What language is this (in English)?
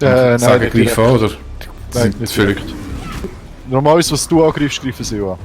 Swiss German